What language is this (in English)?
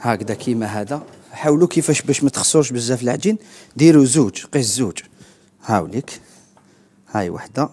Algerian Arabic